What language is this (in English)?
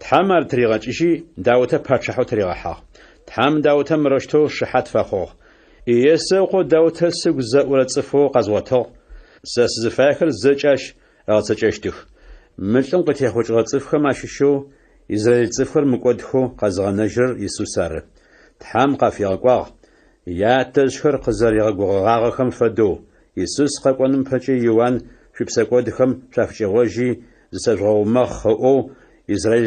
Adyghe